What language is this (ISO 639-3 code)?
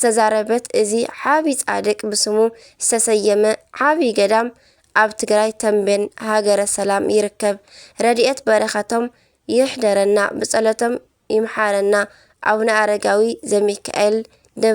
tir